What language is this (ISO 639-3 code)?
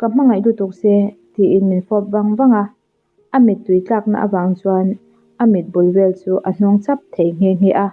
lus